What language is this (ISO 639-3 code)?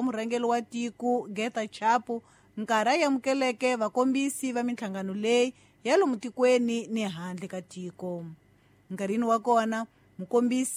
tso